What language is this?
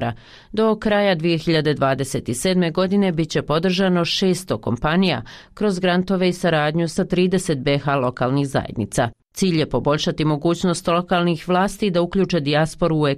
Bosnian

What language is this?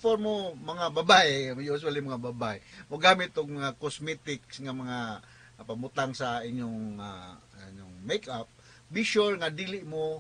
Cebuano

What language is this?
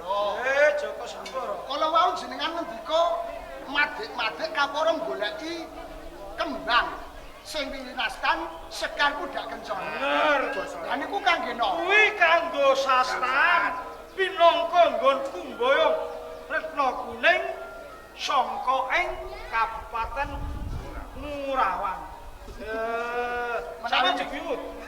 Javanese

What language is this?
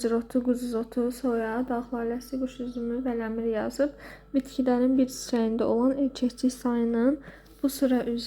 Azerbaijani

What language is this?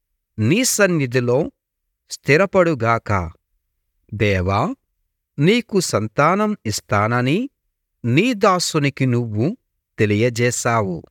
Telugu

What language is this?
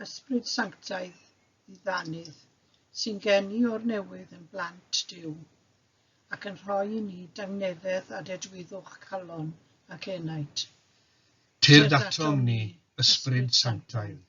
Welsh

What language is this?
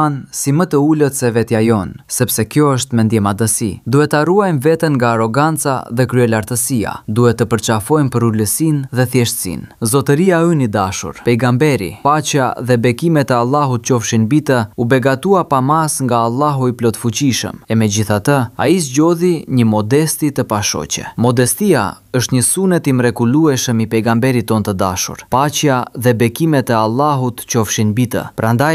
Albanian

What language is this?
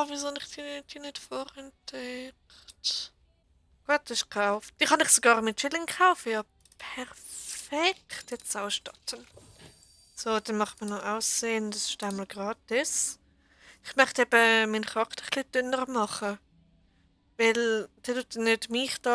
Swiss German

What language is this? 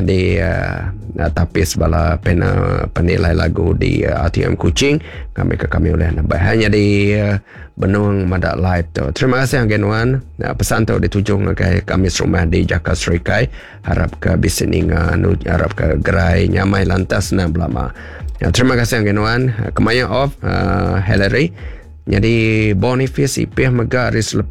Iban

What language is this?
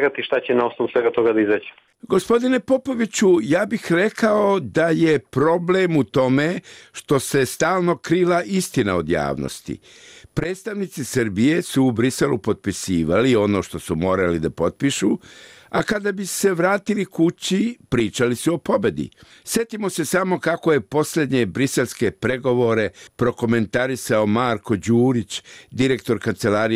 Serbian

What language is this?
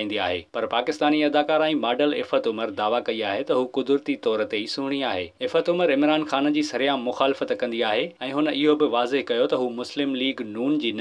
Sindhi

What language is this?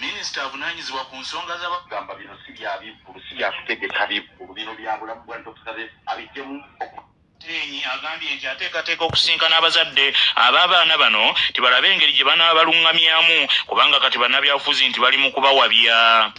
Ganda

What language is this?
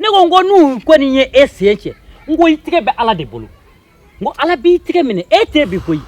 Bambara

